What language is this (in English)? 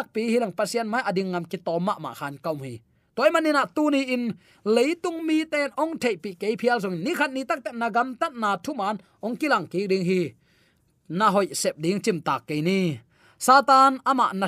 Tedim Chin